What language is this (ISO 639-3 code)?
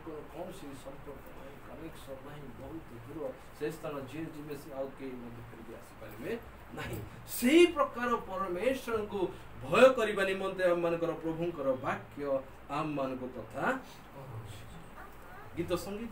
ori